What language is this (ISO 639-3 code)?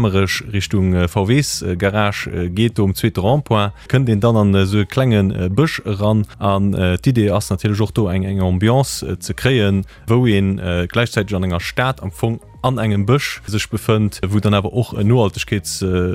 ltz